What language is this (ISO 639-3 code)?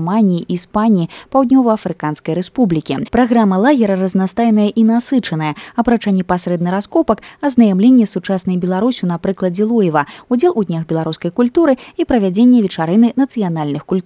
bel